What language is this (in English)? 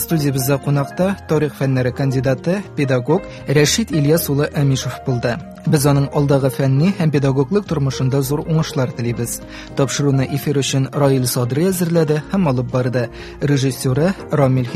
Tatar